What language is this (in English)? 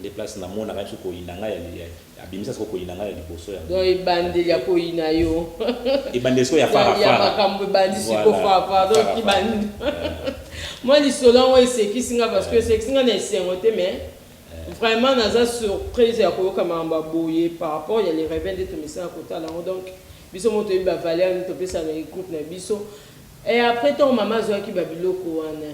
Lingala